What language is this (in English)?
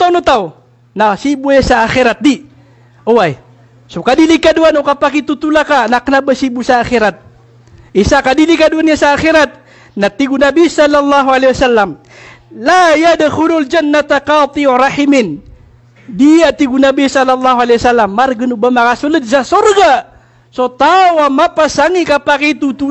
Maranao